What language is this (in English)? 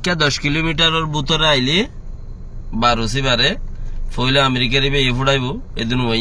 Rohingya